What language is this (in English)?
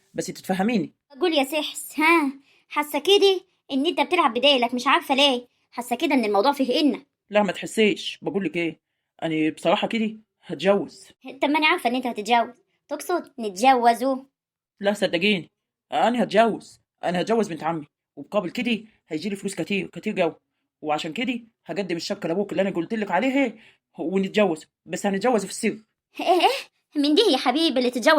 Egyptian Arabic